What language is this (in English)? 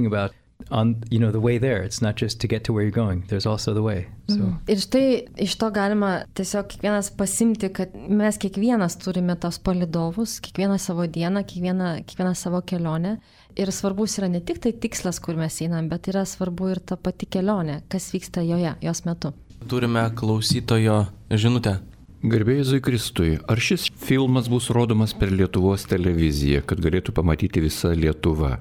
Lithuanian